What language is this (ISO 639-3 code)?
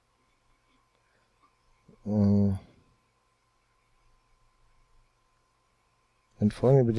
deu